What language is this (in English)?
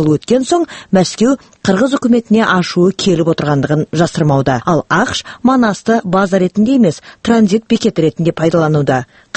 Kazakh